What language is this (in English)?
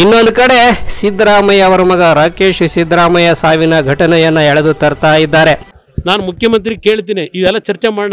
Kannada